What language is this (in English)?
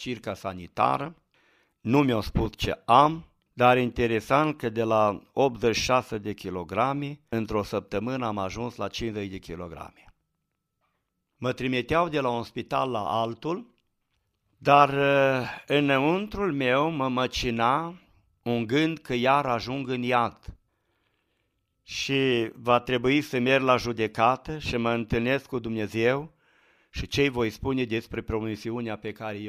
Romanian